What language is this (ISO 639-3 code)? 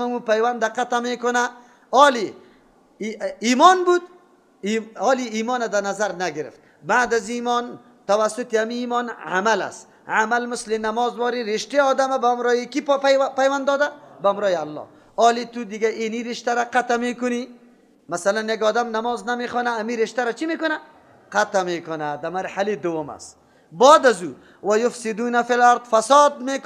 fas